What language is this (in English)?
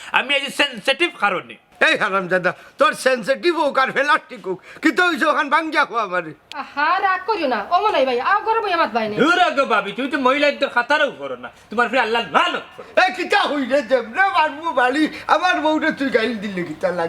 Sylheti